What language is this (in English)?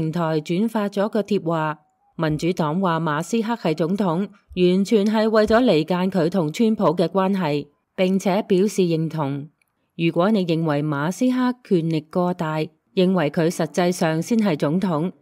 Cantonese